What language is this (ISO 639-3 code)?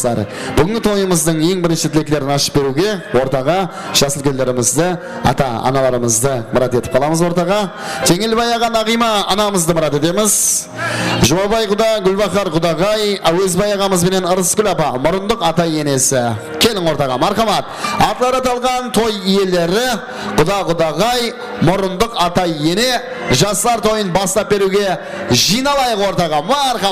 kaa